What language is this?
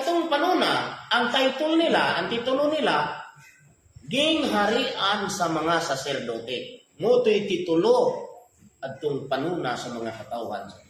Cebuano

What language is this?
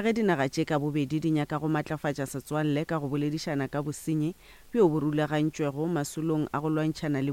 Northern Sotho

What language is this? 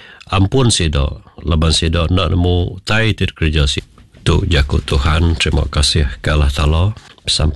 Iban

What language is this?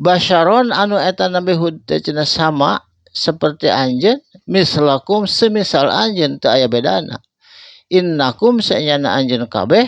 Sundanese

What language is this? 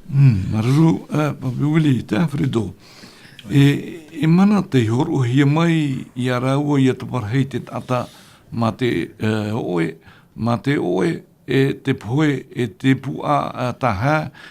Tahitian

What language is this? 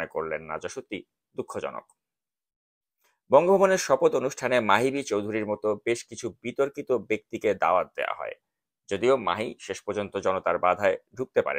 Bangla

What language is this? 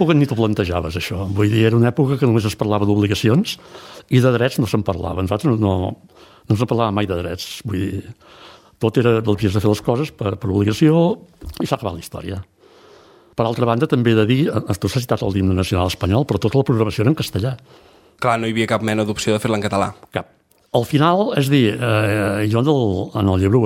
Catalan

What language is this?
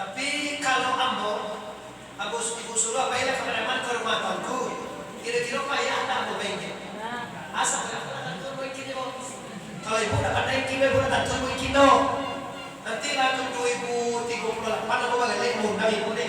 Minangkabau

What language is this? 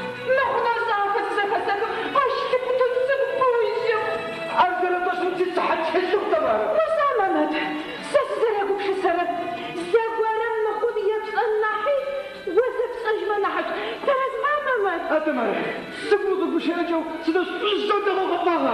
Adyghe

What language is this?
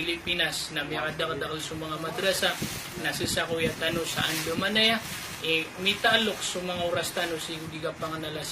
Maranao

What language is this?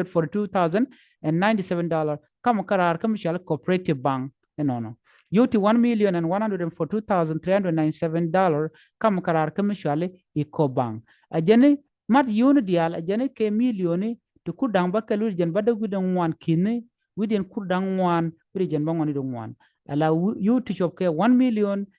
Nuer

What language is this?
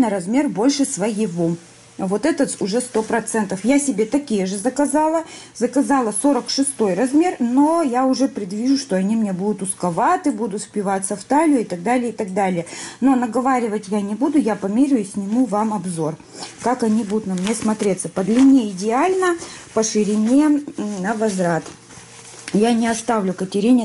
Russian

